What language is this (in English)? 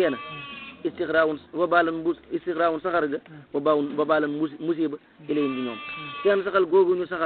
Wolof